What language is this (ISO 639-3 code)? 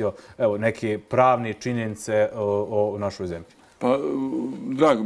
bos